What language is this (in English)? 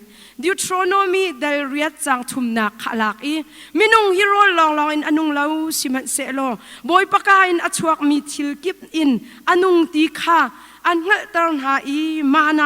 Hakha Chin